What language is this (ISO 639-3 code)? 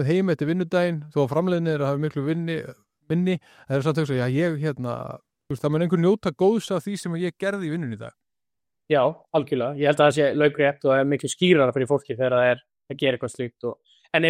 isl